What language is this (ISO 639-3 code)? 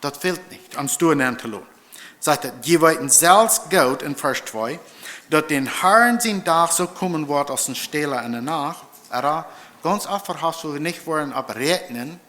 pdt